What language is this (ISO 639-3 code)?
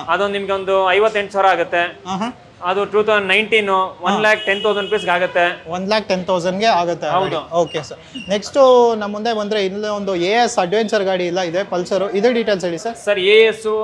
kan